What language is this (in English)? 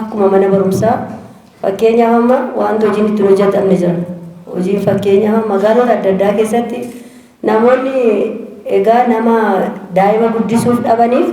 Oromo